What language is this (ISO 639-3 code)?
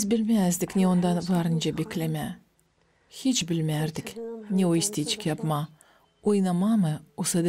gag